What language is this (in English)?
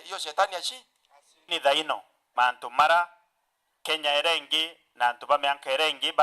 Meru